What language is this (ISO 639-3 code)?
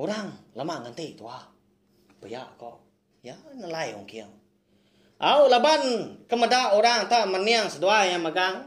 iba